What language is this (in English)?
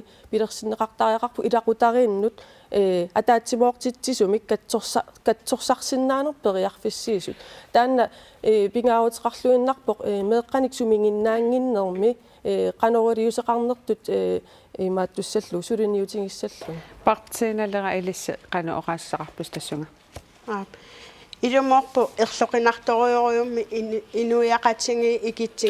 Kalaallisut